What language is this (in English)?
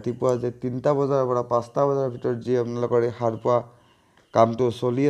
Assamese